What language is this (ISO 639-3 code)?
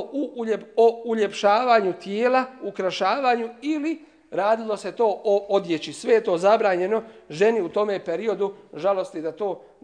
bos